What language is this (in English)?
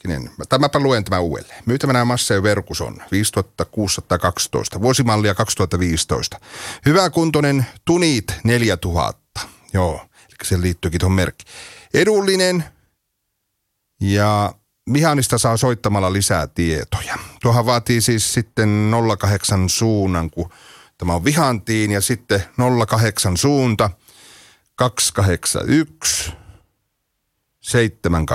Finnish